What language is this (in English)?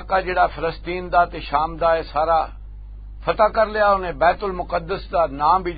Western Panjabi